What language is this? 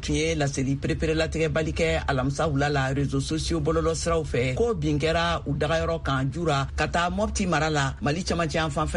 Bambara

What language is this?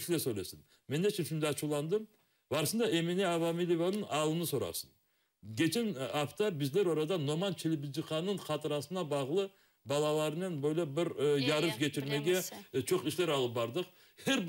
Crimean Tatar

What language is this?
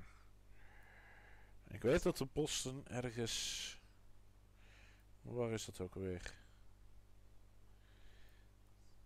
Dutch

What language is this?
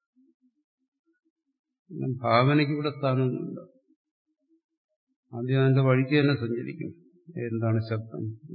Malayalam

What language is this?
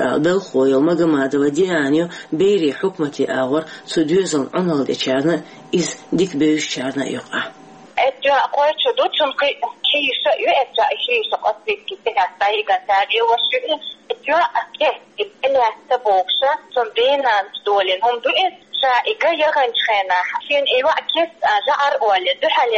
Chechen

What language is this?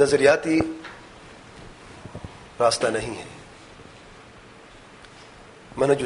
Urdu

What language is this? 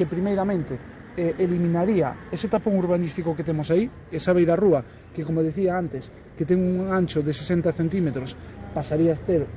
Galician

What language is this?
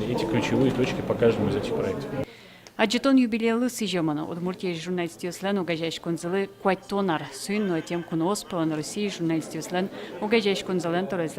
Udmurt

